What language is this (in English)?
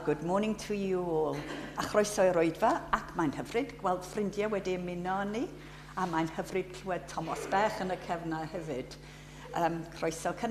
Welsh